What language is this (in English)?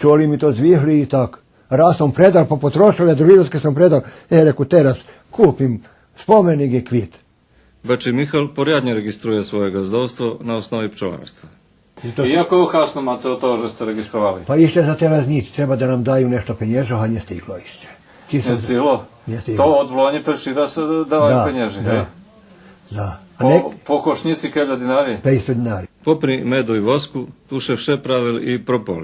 Rusyn